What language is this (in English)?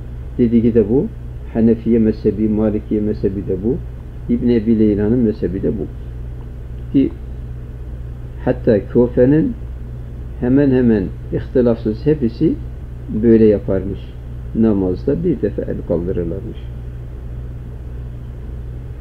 Turkish